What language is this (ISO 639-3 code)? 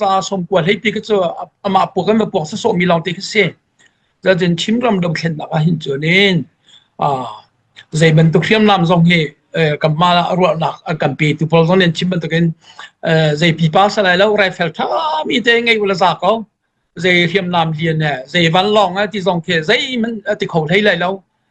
cfm